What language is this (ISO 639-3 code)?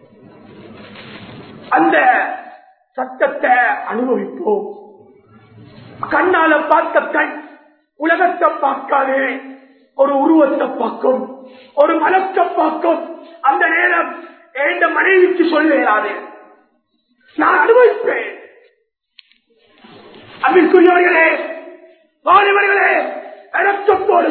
tam